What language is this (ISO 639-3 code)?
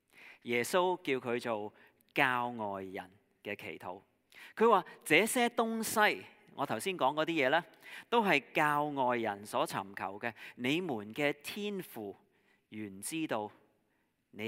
yue